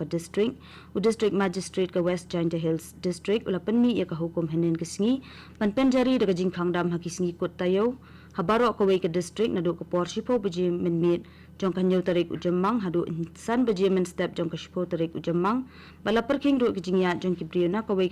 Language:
Khasi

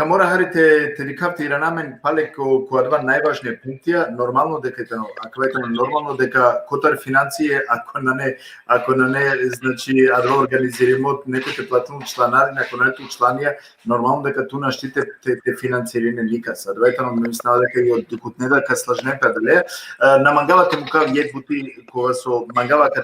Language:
Balkan Romani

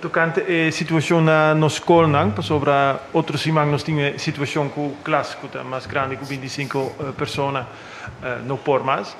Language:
Papiamento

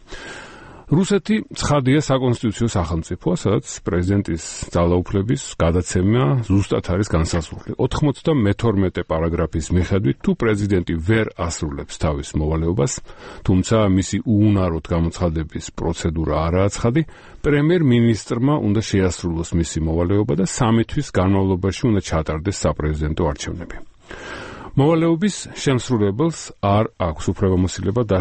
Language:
Georgian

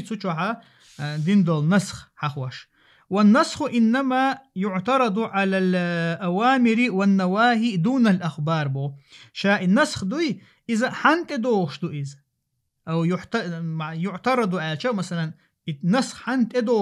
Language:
Chechen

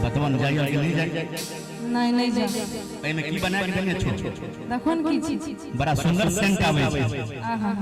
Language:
Maithili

